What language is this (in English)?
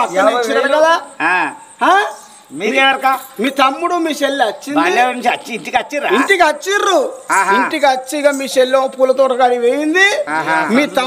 Telugu